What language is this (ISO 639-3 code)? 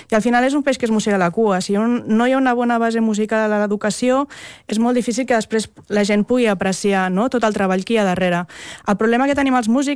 cat